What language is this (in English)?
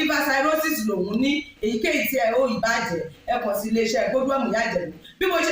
Yoruba